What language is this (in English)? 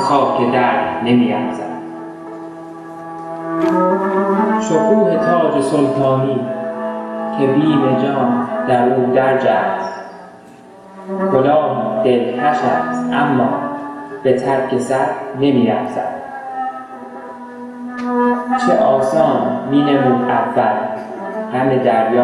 Persian